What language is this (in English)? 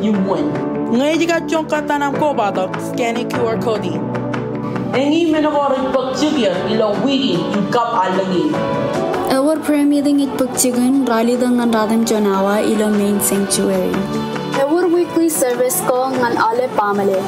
Marshallese